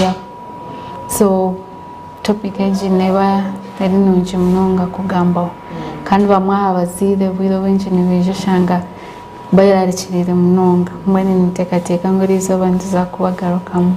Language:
Nyankole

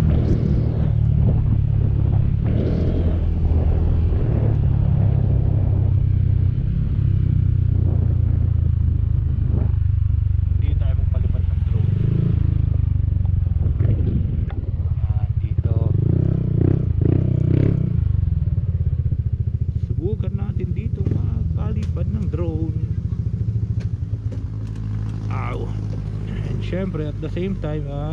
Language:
Filipino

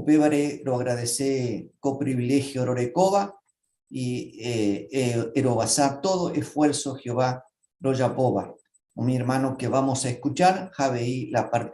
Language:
Guarani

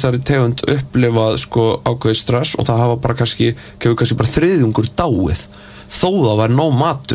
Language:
Icelandic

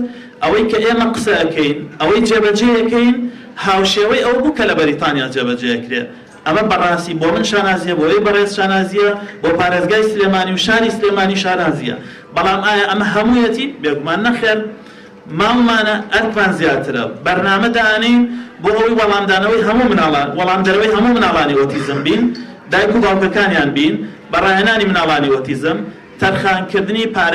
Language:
Central Kurdish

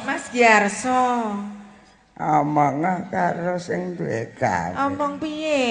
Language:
Javanese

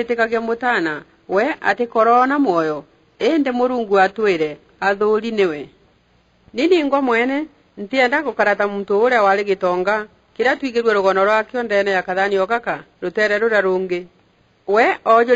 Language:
Meru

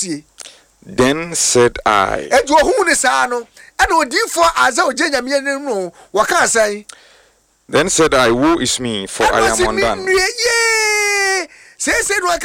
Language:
Akan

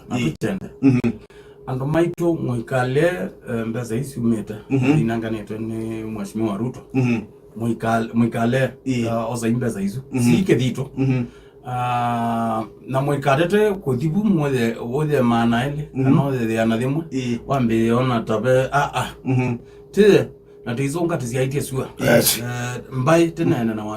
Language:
Kamba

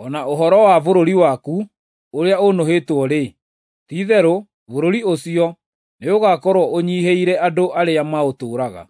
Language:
Kikuyu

